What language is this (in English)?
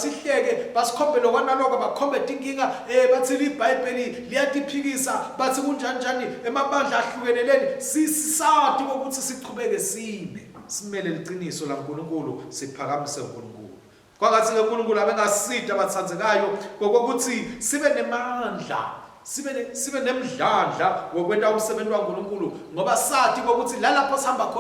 Swati